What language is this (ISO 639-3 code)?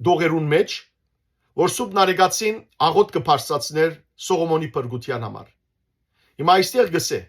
hyw